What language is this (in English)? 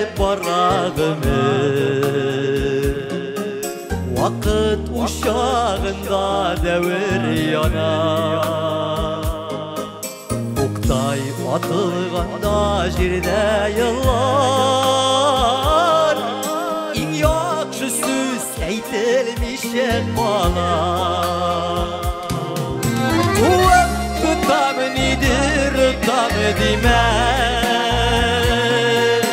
Tatar